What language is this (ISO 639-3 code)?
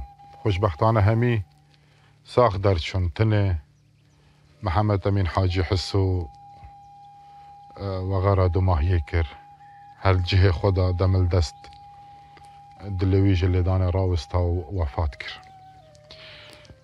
kur